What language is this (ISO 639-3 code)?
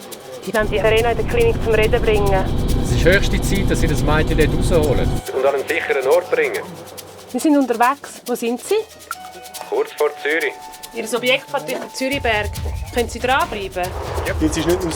gsw